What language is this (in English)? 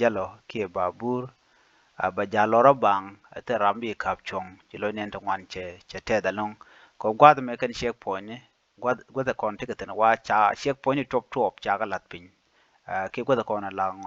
Nuer